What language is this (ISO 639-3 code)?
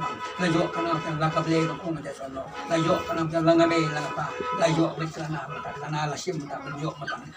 kha